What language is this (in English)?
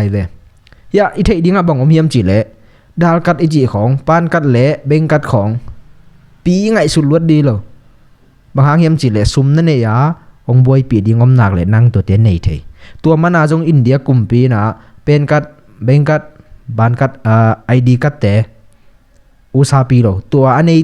Tedim Chin